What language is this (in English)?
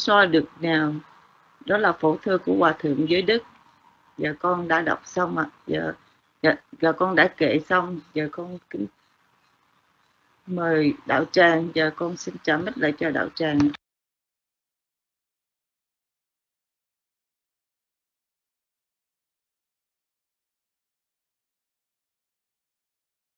Vietnamese